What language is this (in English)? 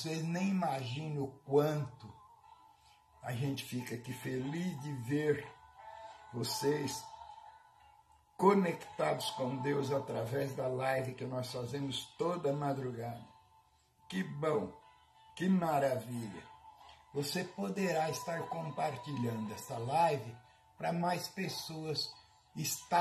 Portuguese